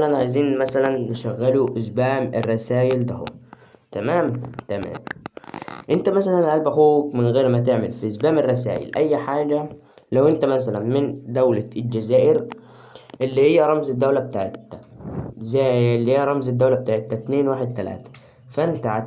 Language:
Egyptian Arabic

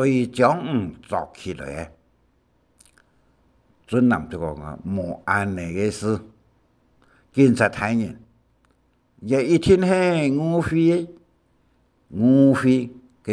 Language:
Hakka Chinese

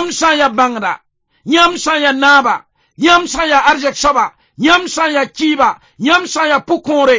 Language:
Mossi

